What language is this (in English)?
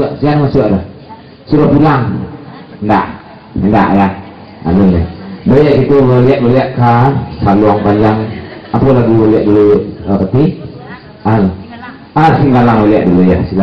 Minangkabau